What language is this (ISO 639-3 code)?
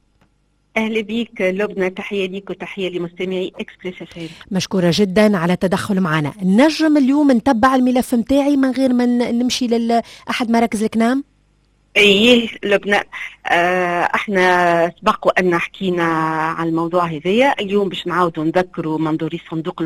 aeb